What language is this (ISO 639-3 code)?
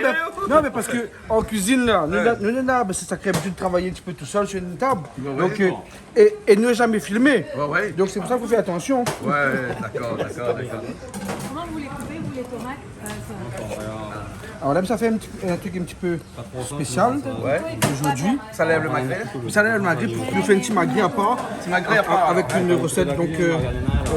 rcf